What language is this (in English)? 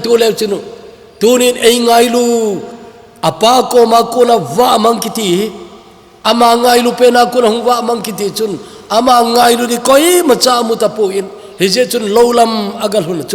Thado Chin